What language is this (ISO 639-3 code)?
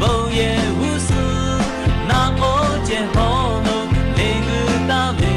lhu